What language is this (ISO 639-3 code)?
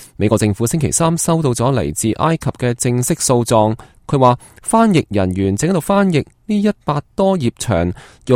yue